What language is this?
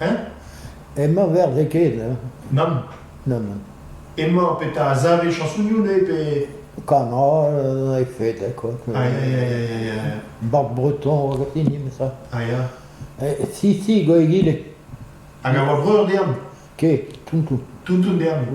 Breton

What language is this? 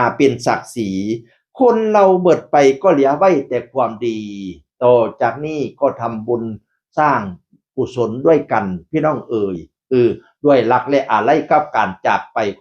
Northeastern Thai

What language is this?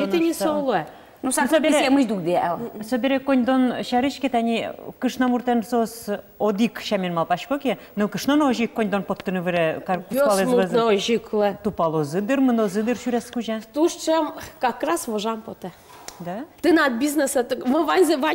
Udmurt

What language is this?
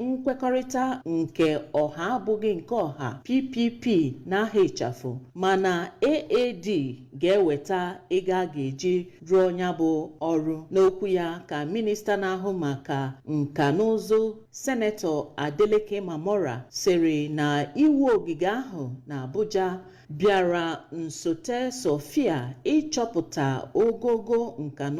Igbo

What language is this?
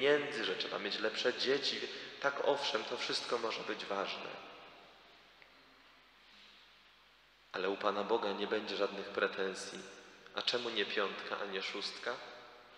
Polish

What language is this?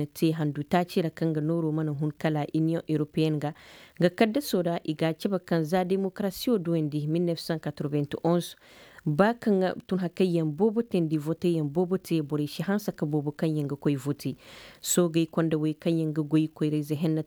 Koyraboro Senni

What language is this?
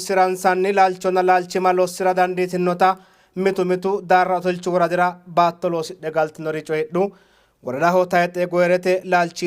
Sidamo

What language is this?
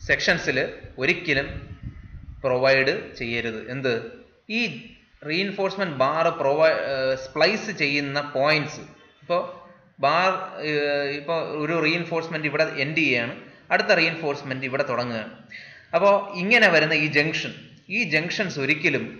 Malayalam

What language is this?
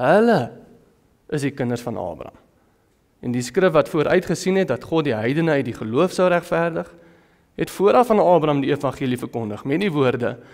Afrikaans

